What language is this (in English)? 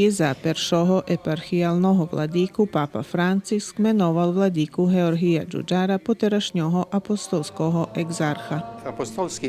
Rusyn